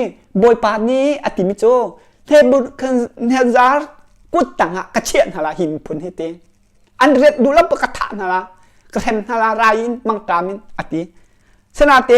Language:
Hakha Chin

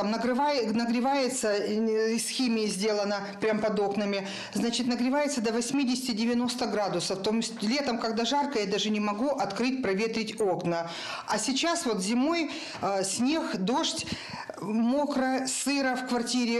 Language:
Russian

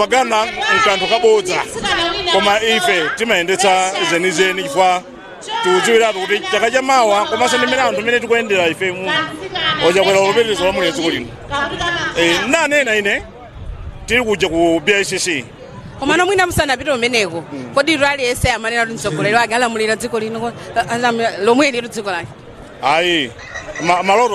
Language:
Nyanja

